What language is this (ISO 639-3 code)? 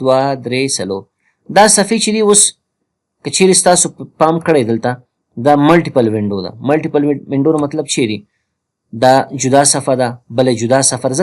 pus